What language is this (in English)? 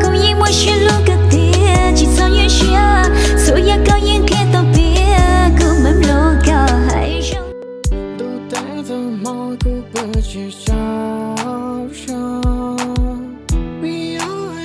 Hmong